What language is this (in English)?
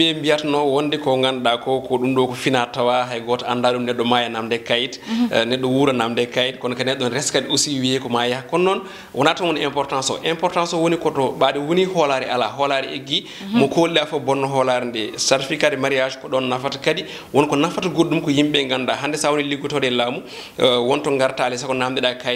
Fula